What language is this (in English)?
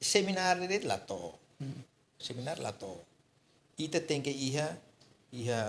Tetum